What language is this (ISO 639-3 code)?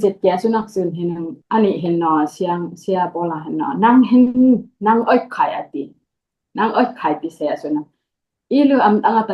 dis